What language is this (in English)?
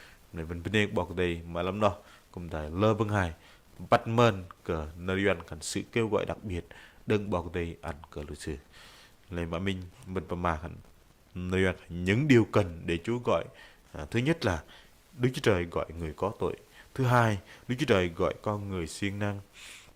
Bahnar